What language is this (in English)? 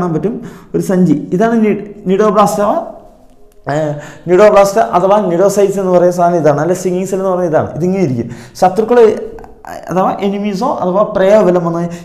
Malayalam